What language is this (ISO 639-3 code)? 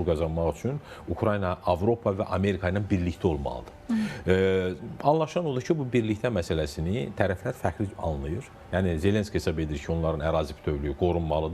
aze